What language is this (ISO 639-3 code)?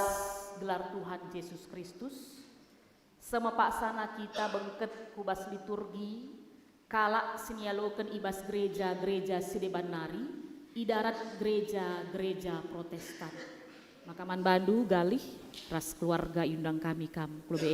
btx